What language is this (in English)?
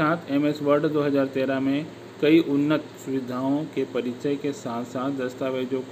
Hindi